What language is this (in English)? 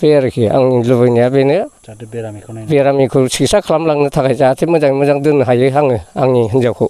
Bodo